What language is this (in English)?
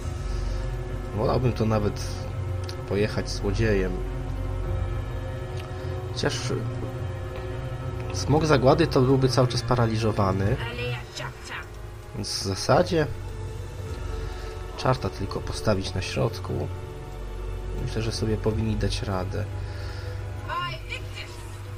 Polish